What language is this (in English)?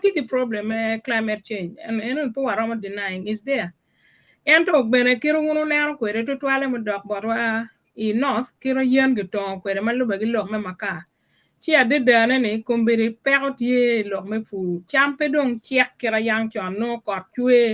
Acoli